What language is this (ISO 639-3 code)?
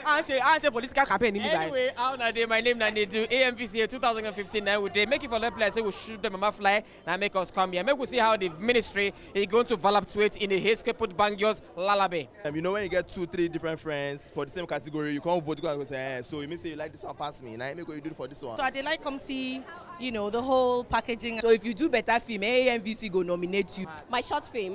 pcm